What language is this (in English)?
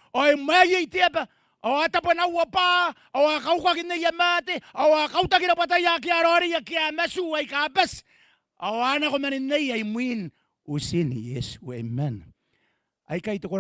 Gilbertese